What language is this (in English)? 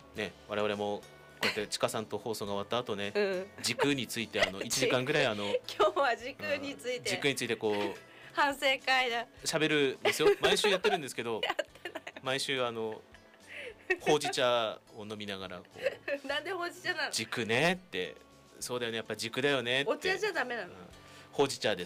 Japanese